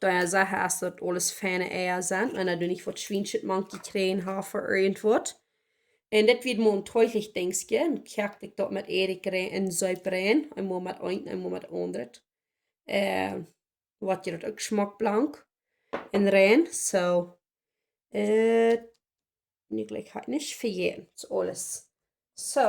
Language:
Plautdietsch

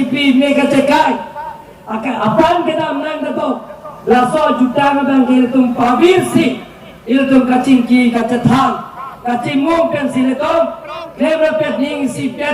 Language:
Karbi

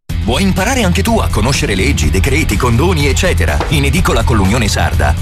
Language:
Italian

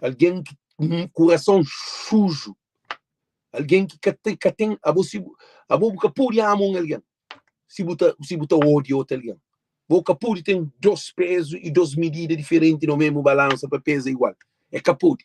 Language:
Kabuverdianu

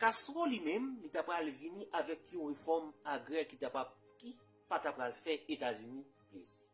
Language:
Haitian Creole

